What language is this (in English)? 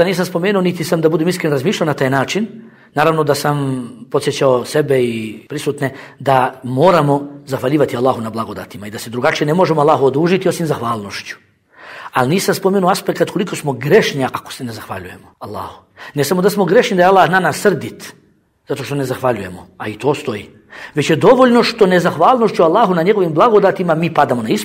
Bosnian